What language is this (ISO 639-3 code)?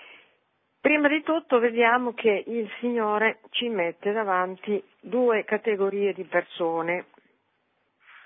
ita